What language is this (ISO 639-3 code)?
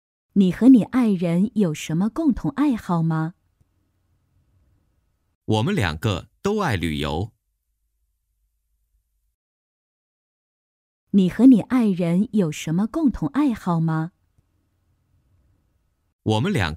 zho